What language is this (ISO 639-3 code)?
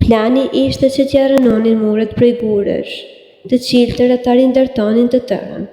sqi